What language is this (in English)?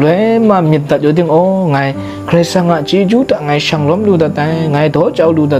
Kachin